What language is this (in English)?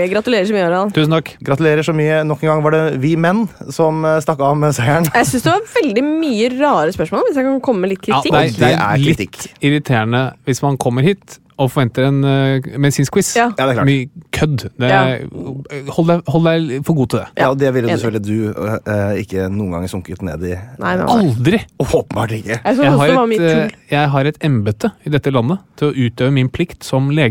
Norwegian